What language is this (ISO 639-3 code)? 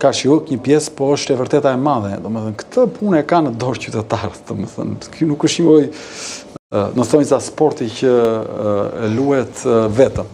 sqi